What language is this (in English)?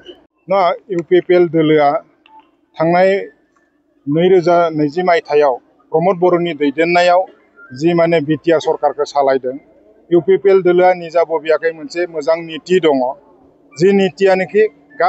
Bodo